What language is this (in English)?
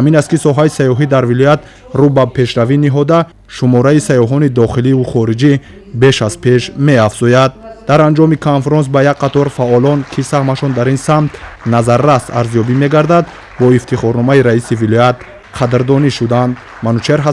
Tajik